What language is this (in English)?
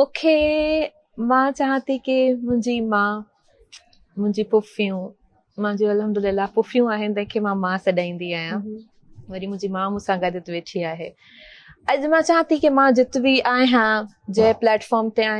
Sindhi